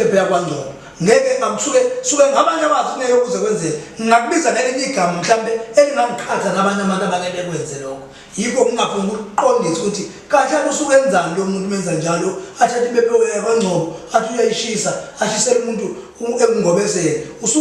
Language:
Zulu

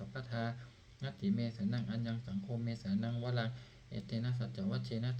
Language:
Pali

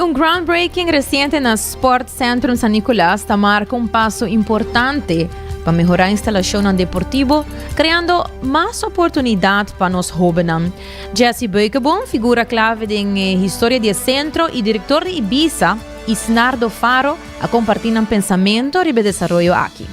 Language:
Papiamento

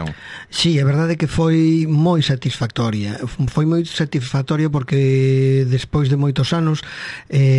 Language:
Galician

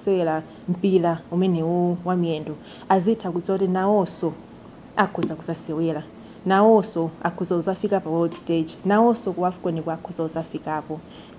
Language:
Nyanja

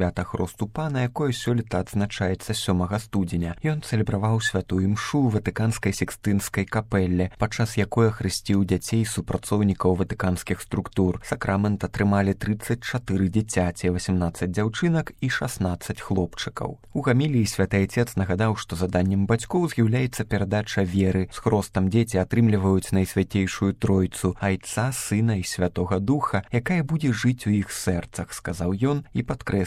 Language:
Belarusian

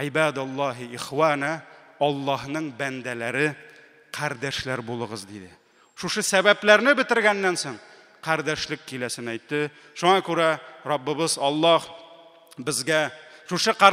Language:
Tatar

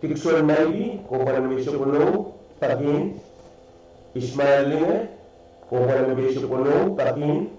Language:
Pohnpeian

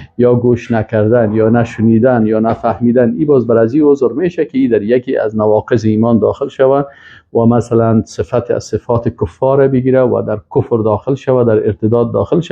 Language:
Persian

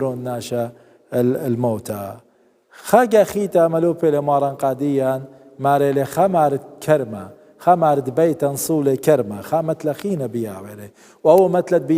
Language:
Assyrian Neo-Aramaic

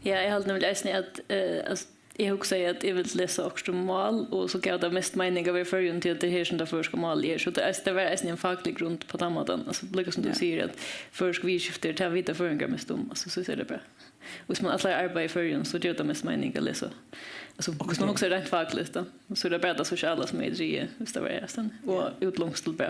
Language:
Faroese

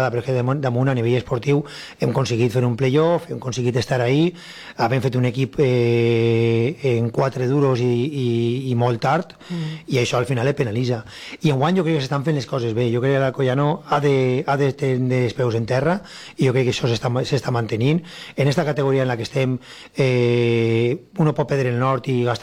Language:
Catalan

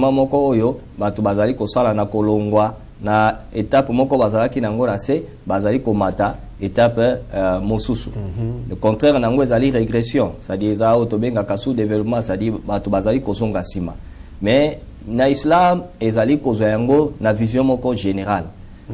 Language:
Lingala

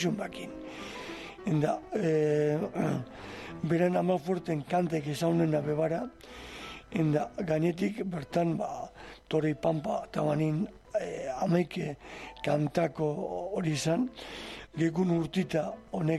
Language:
Basque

